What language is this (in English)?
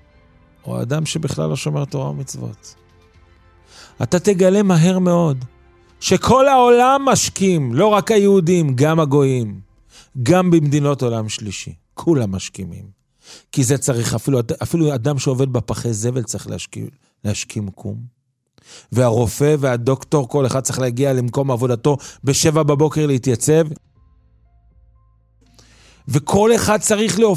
Hebrew